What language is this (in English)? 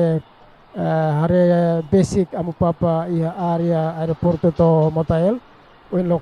Tetum